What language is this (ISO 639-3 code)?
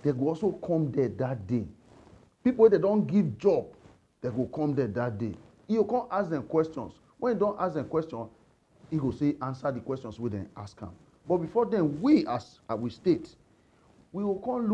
pcm